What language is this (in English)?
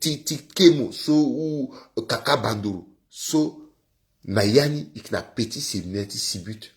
Sango